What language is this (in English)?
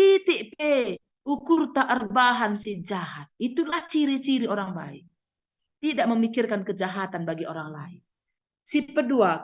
Batak Karo